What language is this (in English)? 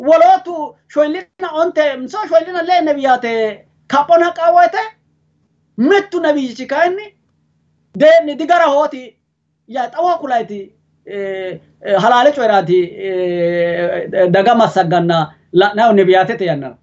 Sidamo